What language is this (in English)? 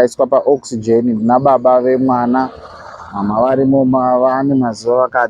Shona